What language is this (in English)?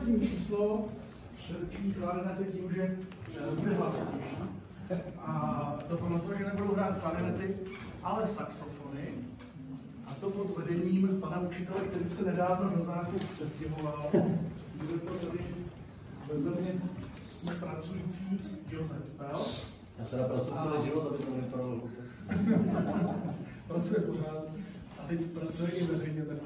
Czech